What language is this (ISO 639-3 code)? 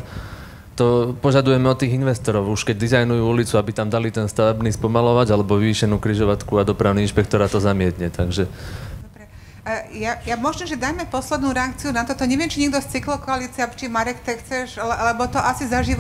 slk